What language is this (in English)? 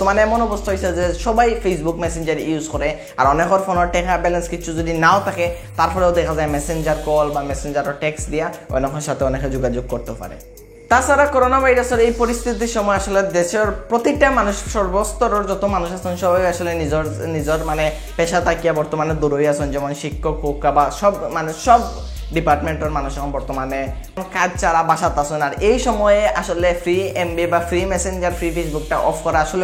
Sylheti